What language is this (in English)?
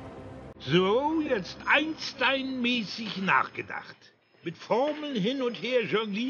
German